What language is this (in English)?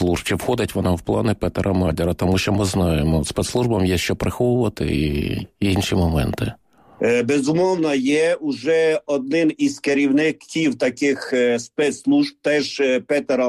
Ukrainian